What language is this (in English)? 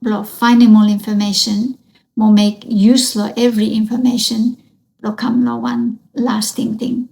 Bislama